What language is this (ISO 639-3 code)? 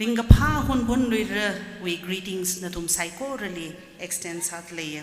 nmf